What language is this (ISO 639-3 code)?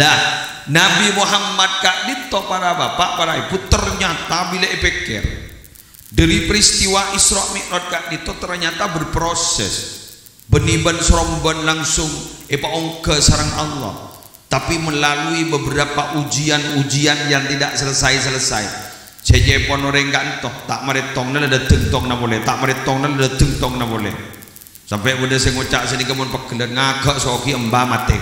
mad